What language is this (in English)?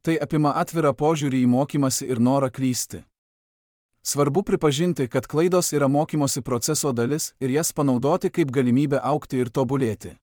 Lithuanian